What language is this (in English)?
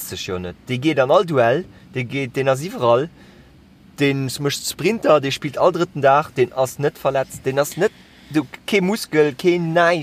Luxembourgish